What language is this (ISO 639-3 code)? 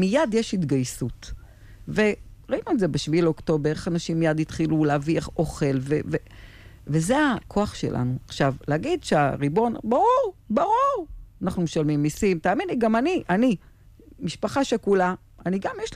heb